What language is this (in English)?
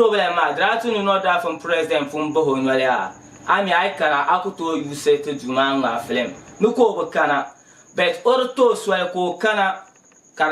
Dagbani